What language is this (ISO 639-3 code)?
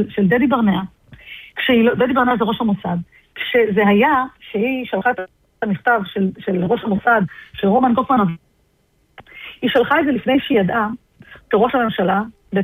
heb